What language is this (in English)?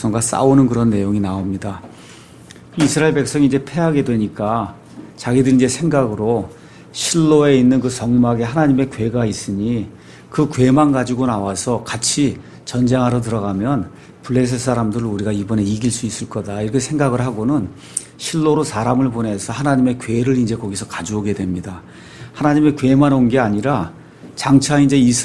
Korean